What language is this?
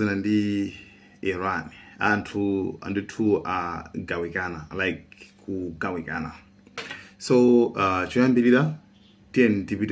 Nyanja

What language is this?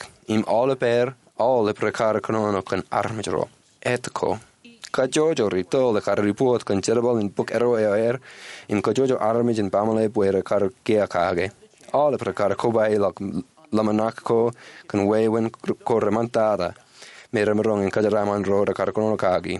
Marshallese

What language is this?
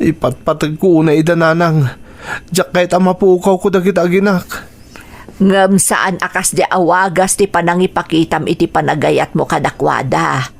Iloko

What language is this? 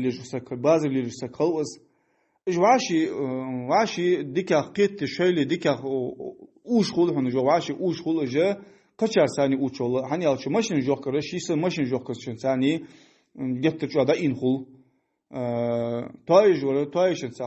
Ingush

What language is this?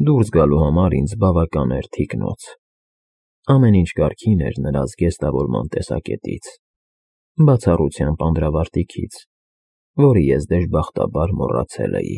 Armenian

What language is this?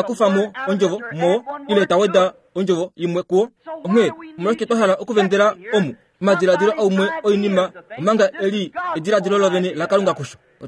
Kuanyama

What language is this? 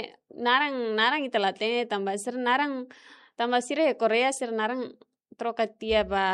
Tetum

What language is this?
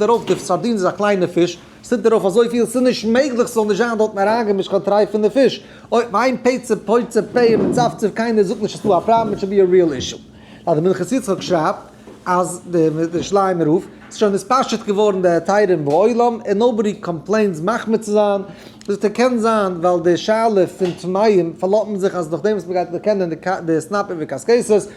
Yiddish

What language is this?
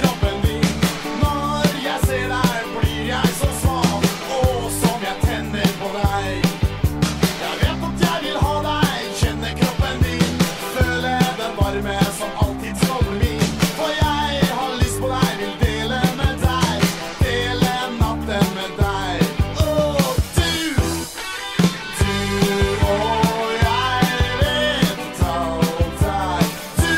Norwegian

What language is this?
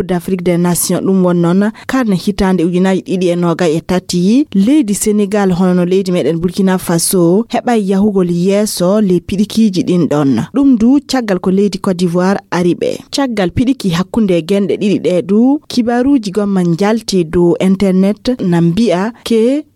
Fula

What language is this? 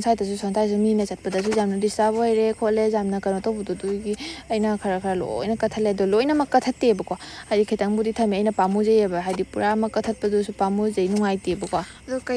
Manipuri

